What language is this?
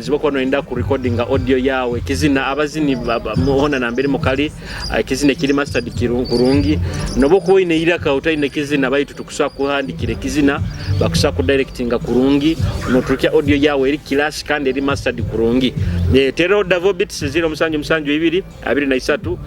Nyoro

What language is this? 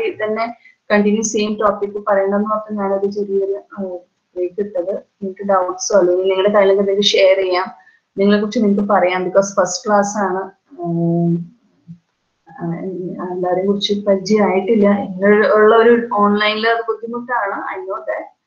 Malayalam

